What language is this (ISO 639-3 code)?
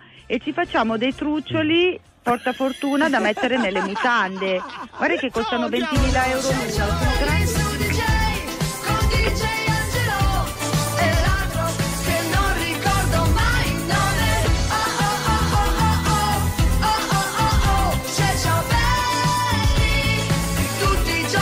ita